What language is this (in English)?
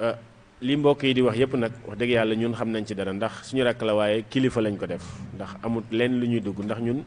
Wolof